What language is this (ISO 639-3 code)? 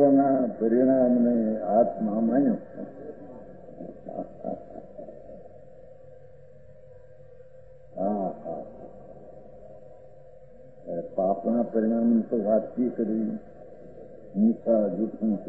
guj